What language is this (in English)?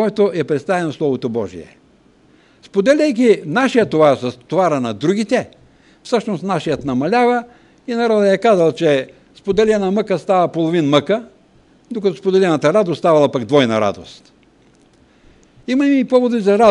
Bulgarian